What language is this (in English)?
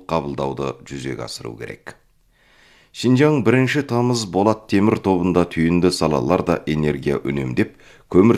Kazakh